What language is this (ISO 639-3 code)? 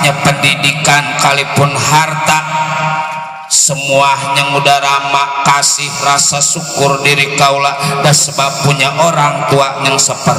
bew